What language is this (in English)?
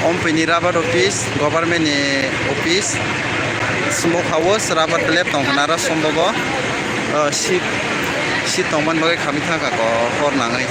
Kok Borok